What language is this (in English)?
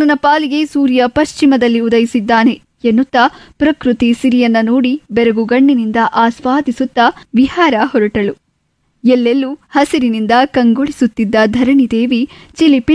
Kannada